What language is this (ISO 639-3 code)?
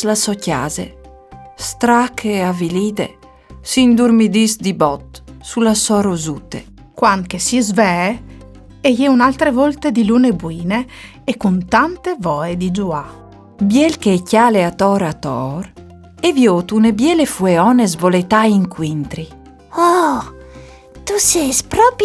fur